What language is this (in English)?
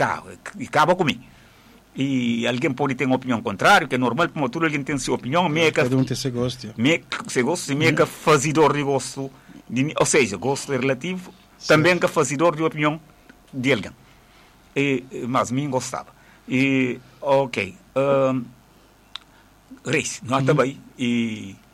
Portuguese